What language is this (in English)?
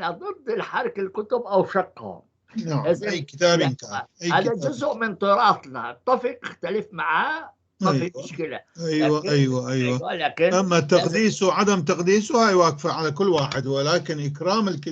North Levantine Arabic